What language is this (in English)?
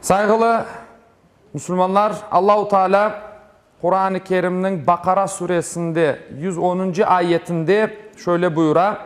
Crimean Tatar